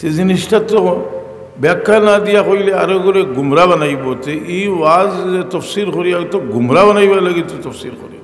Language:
Sylheti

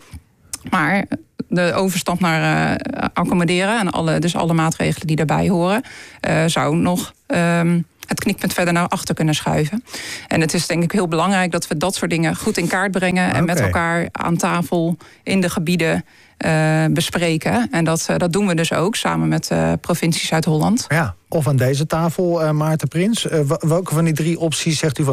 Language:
Dutch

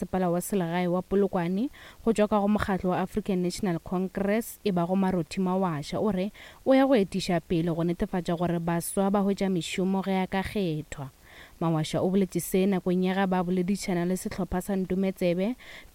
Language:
Northern Sotho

